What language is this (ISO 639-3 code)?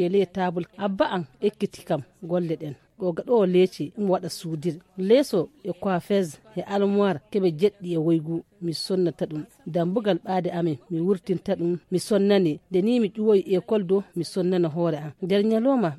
fuv